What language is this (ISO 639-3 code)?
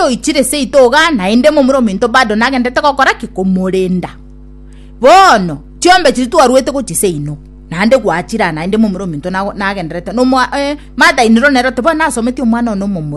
guz